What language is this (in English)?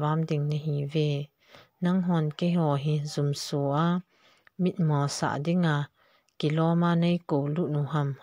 Thado Chin